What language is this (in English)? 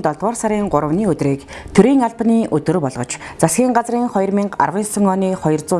Mongolian